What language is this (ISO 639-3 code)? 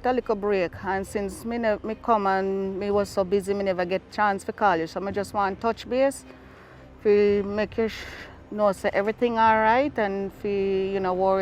jam